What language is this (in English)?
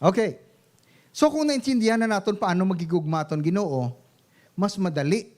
Hiligaynon